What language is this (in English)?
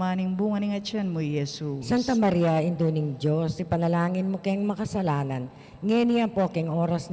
Pampanga